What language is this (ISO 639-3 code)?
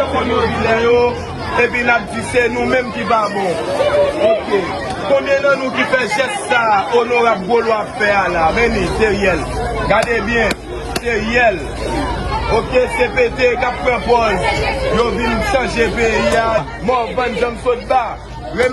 hat